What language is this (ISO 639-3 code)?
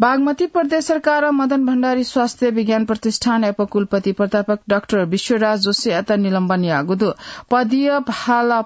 new